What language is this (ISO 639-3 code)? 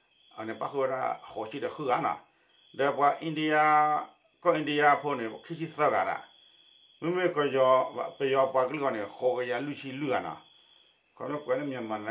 ksw